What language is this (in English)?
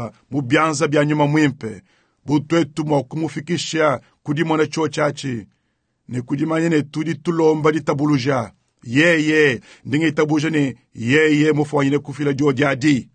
Luba-Lulua